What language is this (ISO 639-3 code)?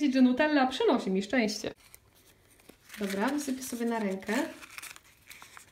pol